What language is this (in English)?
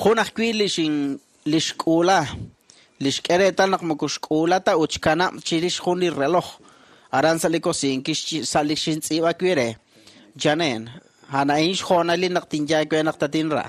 Kekchí